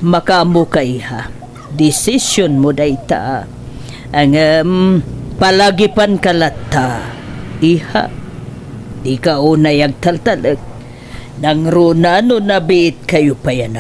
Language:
Iloko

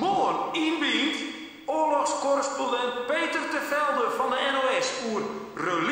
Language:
Western Frisian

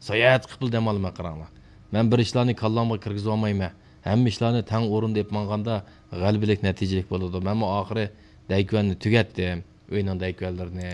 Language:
Uyghur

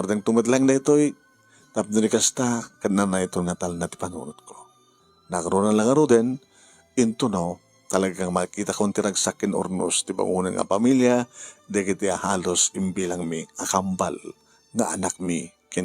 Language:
Iloko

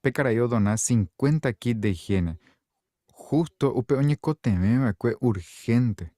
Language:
Guarani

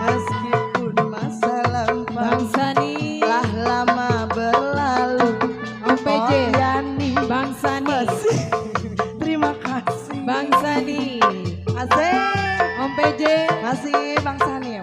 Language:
Betawi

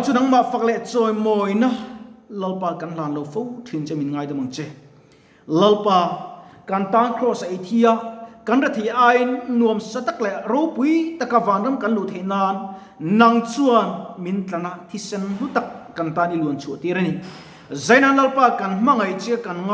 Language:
Mizo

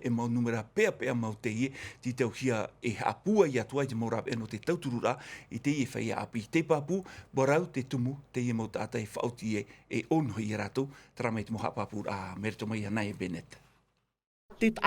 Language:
Tahitian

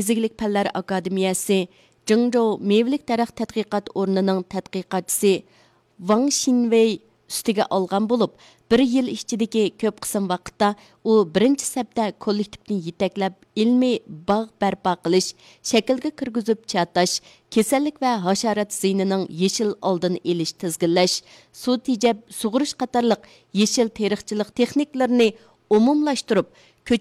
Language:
Uyghur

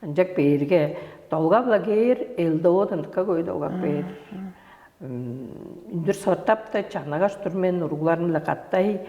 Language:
Tuvinian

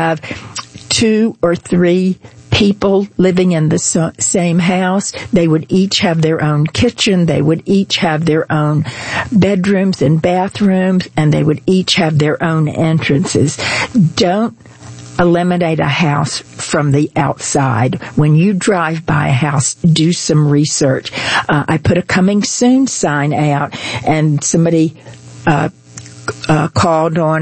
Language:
English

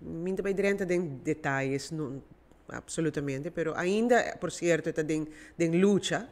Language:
Papiamento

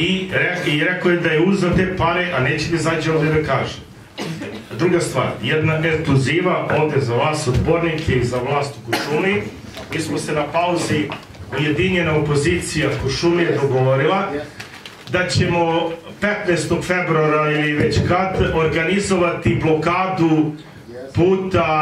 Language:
Serbian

